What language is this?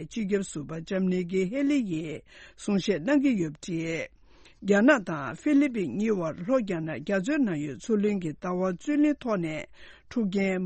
Tibetan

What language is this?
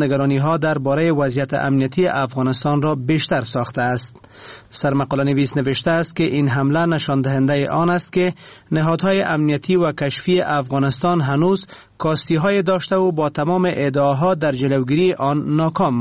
Persian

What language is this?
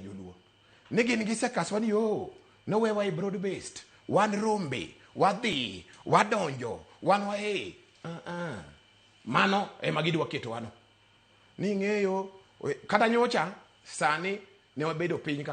Luo (Kenya and Tanzania)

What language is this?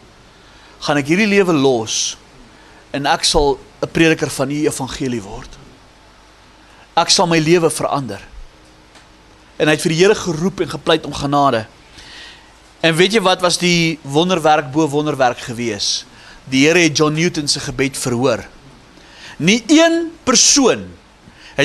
Afrikaans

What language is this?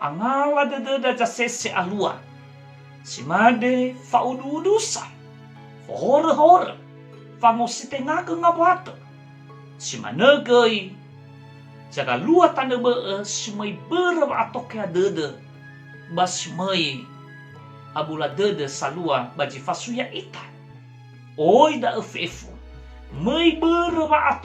Nias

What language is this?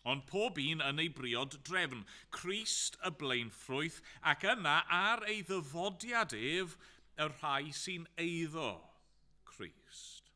Welsh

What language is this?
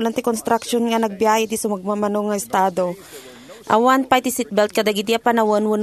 Iloko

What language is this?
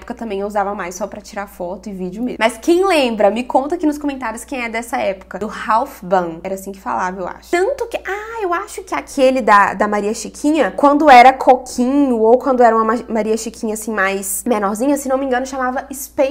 Portuguese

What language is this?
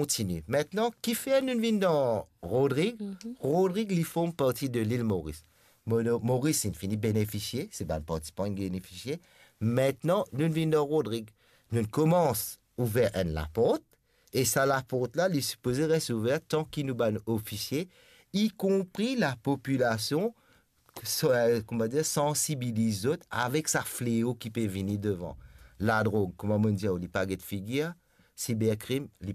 Morisyen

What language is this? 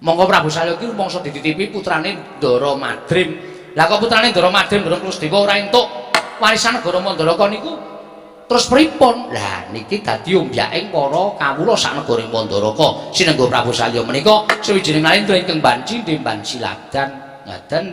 Javanese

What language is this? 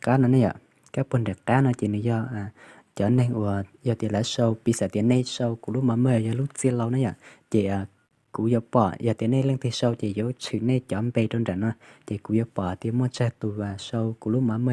Hmong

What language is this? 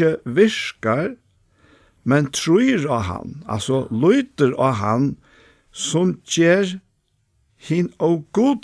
Faroese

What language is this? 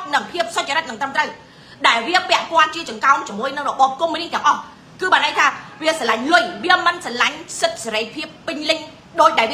Khmer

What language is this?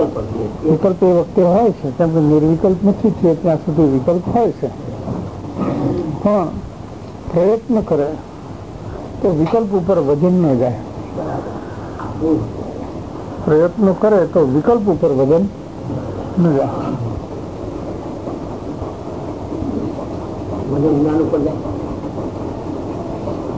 Gujarati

